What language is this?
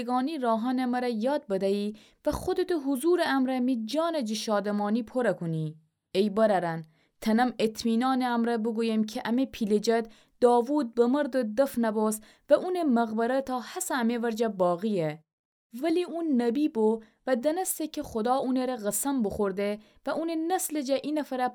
Gilaki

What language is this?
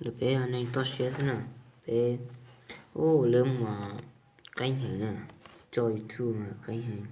Hmong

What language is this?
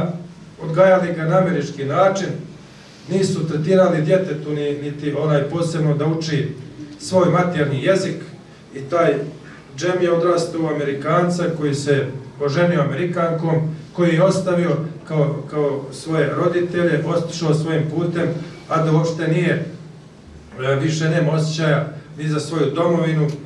Bosnian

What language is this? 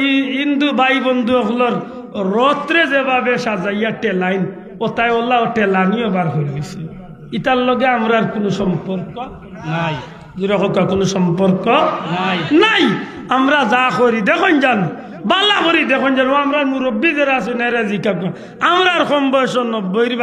Sylheti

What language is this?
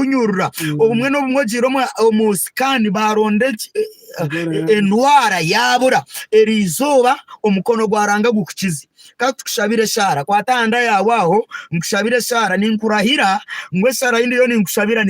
Nyankole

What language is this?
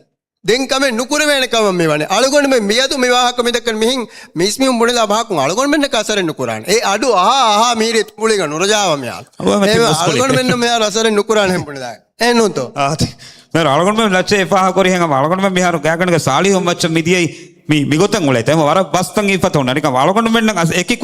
Divehi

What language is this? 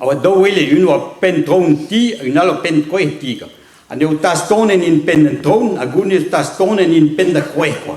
Breton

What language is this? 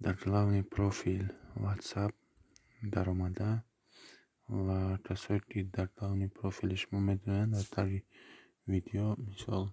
Tajik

